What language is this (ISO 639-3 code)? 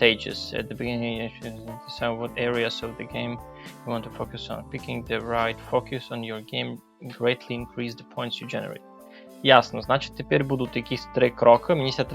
rue